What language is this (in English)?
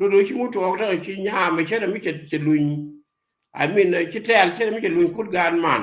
Nuer